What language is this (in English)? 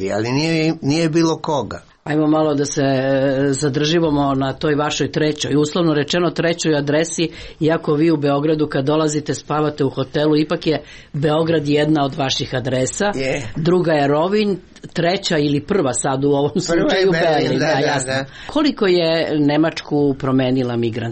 Serbian